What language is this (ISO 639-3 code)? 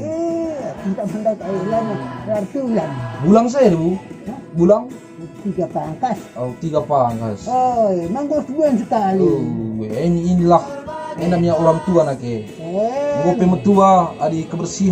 btx